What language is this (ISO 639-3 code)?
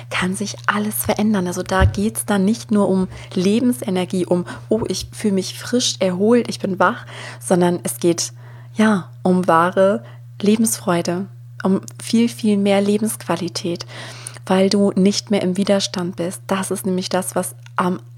deu